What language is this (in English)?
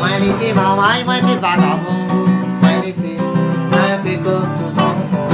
Réunion Creole French